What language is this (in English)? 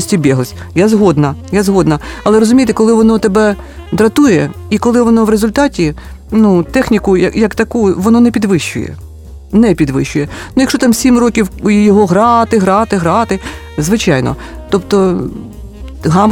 Ukrainian